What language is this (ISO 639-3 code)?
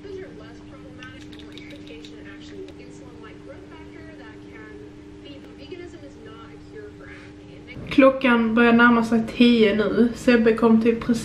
swe